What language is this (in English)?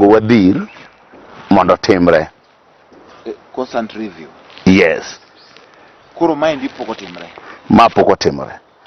Luo (Kenya and Tanzania)